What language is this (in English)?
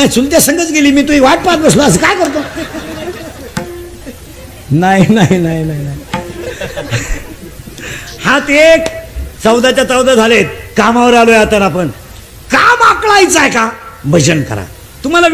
Marathi